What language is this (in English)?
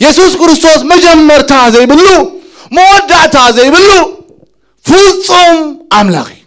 Tigrinya